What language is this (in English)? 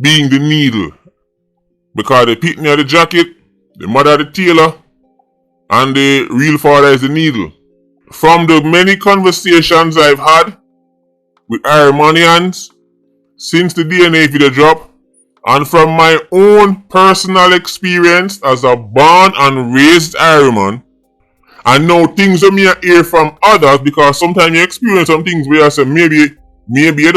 Jamaican Creole English